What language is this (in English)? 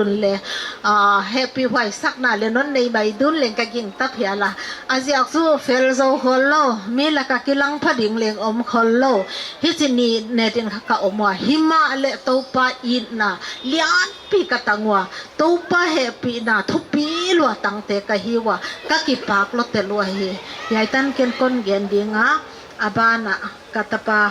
Paite Chin